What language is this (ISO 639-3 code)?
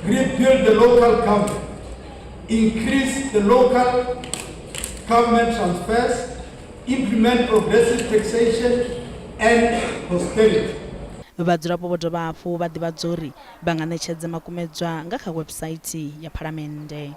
ven